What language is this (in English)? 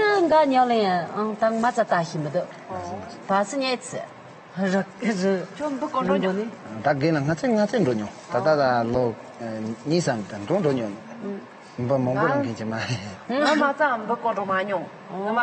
Tibetan